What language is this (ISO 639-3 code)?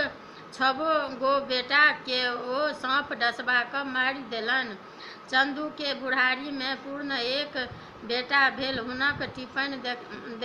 mai